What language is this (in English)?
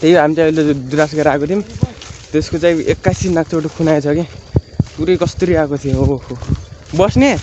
Nepali